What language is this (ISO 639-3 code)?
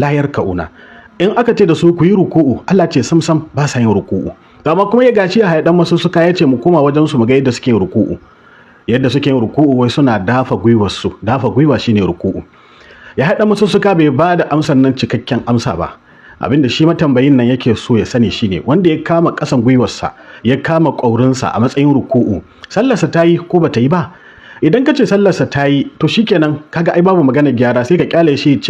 hau